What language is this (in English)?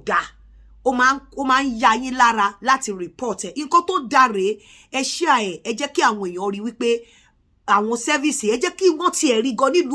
Yoruba